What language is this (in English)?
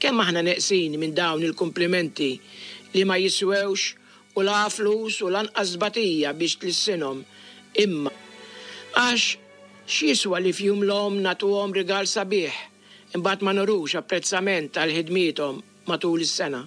Maltese